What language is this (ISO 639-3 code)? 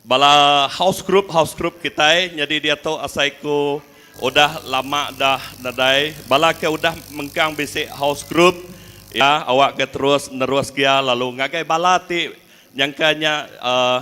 iba